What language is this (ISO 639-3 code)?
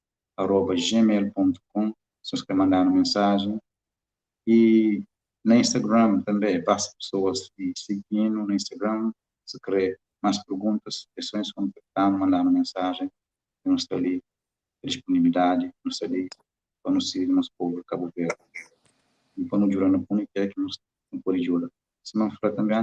kea